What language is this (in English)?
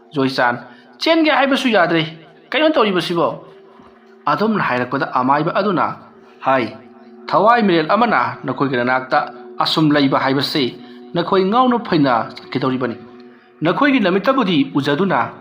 Manipuri